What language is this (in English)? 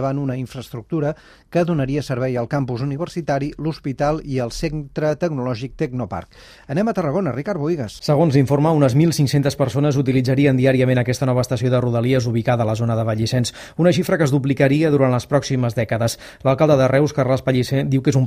Catalan